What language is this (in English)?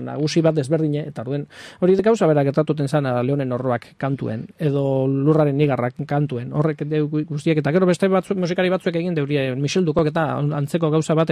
Basque